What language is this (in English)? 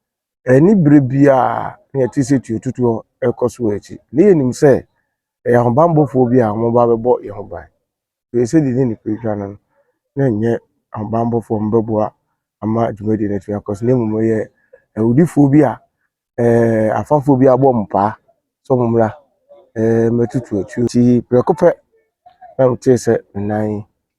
Akan